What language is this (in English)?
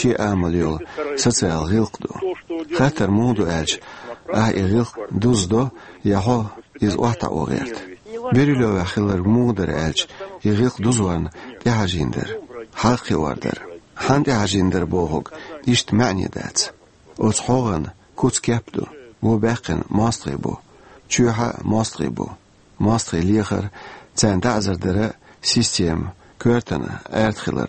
Chechen